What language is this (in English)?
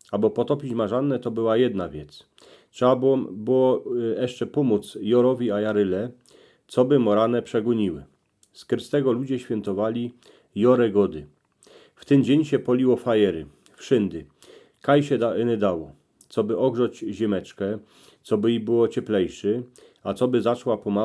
Silesian